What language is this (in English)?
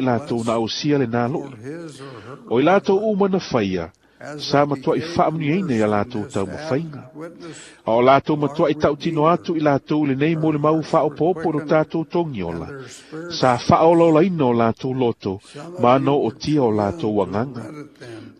Samoan